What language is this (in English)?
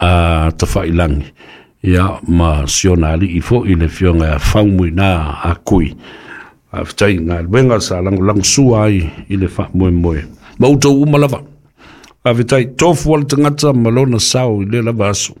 Samoan